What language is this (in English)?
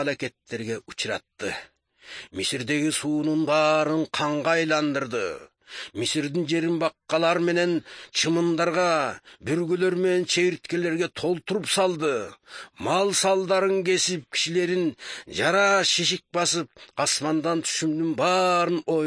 Kyrgyz